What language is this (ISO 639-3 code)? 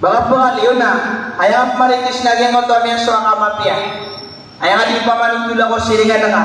mrw